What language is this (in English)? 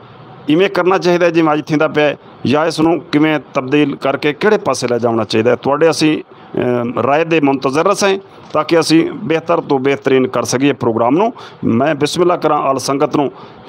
Saraiki